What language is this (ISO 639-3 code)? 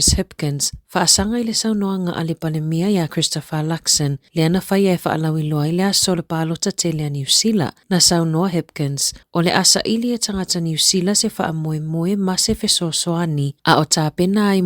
smo